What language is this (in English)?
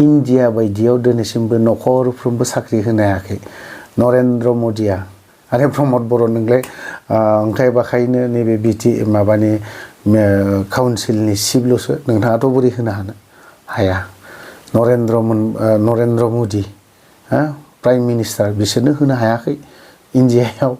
Bodo